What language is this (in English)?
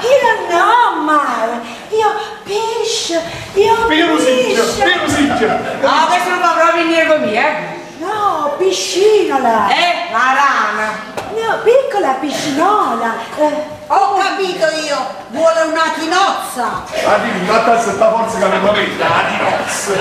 Neapolitan